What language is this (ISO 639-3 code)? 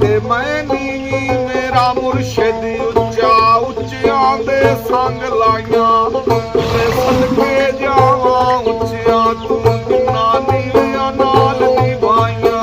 phr